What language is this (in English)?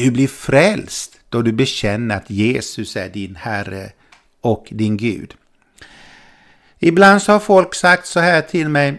Swedish